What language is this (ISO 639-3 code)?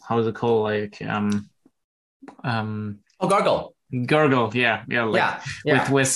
eng